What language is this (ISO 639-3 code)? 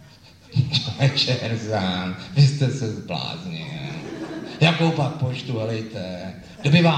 ces